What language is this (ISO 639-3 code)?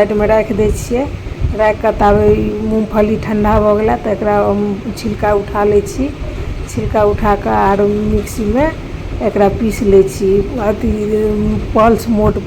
mai